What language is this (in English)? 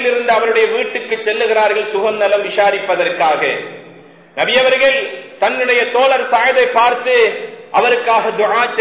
Tamil